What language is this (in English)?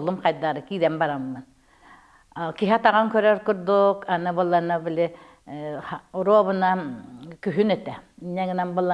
Yakut